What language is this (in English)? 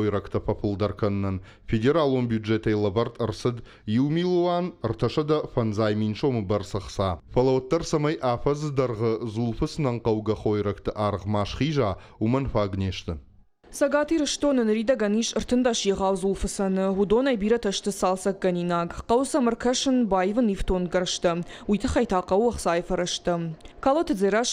Ossetic